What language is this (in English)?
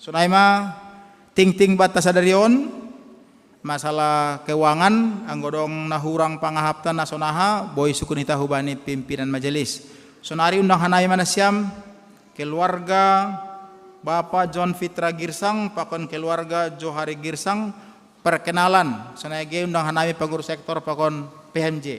Batak Simalungun